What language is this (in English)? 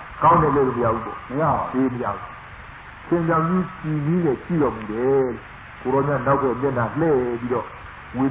Burmese